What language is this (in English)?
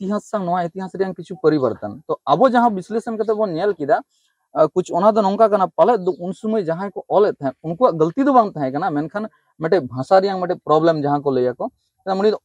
Santali